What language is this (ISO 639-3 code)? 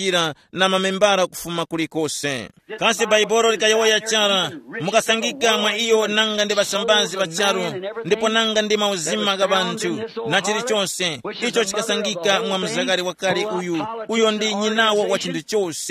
tum